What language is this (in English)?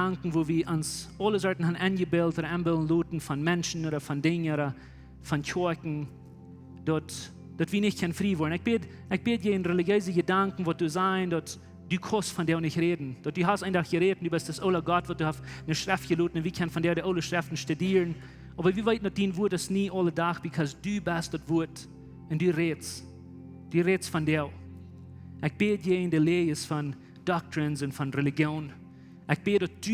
Plautdietsch